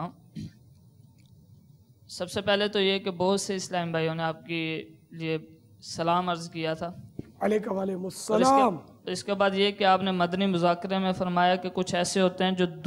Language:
Urdu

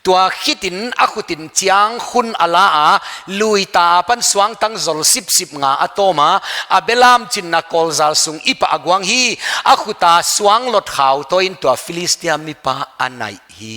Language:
Paite Chin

